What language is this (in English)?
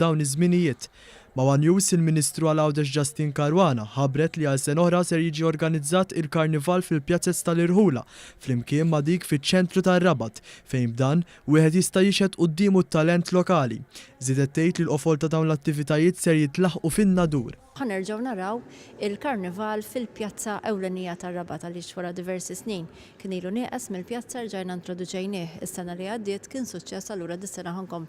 Maltese